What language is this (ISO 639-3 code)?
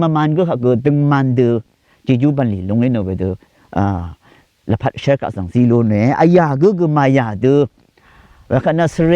raw